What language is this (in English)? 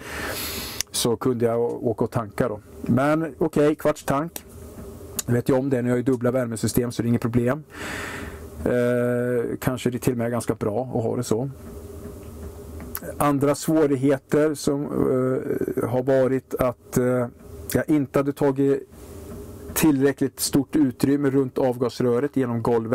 Swedish